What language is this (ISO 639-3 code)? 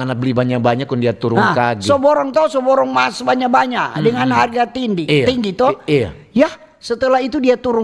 xmm